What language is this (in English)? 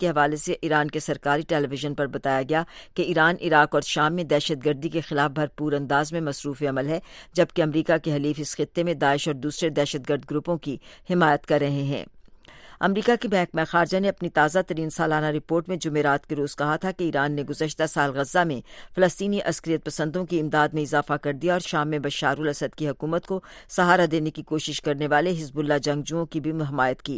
Urdu